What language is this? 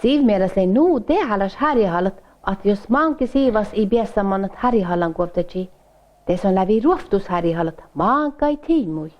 Northern Sami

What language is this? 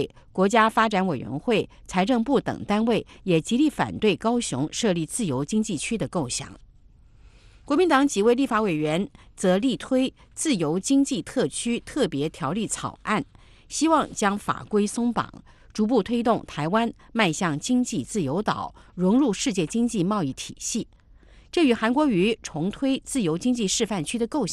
Chinese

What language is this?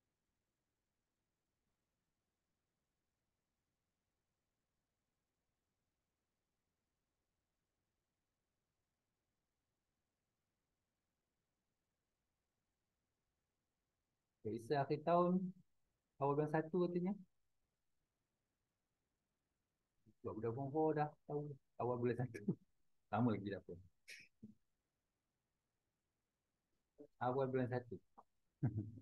Malay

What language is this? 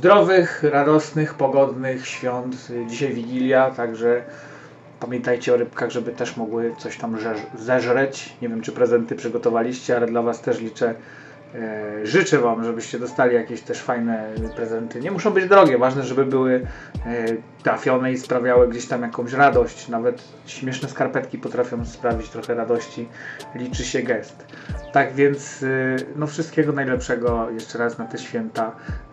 Polish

